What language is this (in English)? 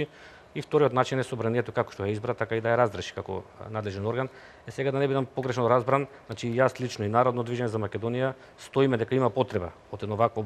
Macedonian